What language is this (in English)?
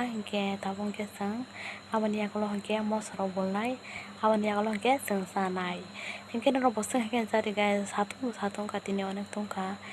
Kok Borok